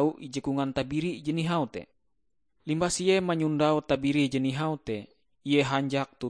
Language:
Ngaju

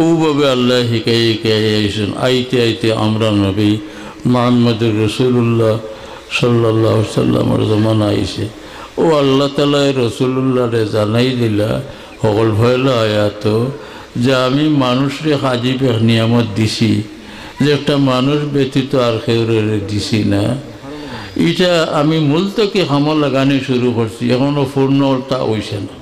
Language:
Sylheti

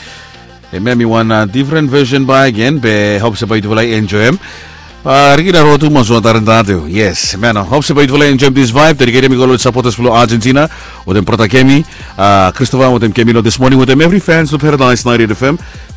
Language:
Bislama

